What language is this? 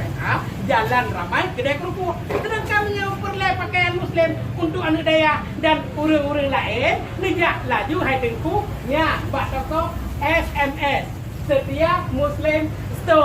Achinese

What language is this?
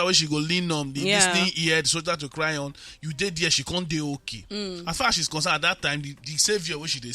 Nigerian Pidgin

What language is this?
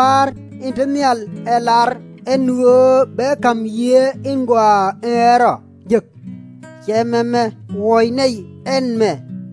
Nuer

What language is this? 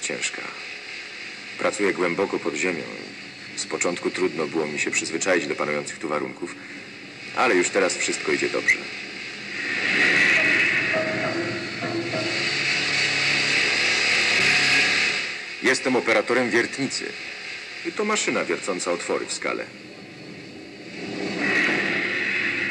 Polish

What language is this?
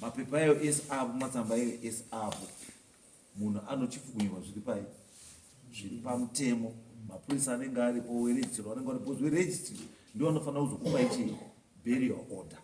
Shona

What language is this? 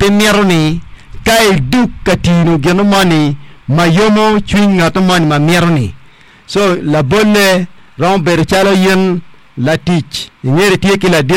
Acoli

